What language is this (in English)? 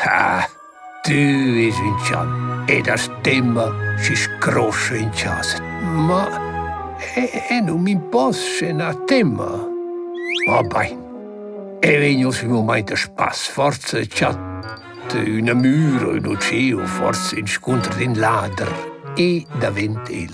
Romansh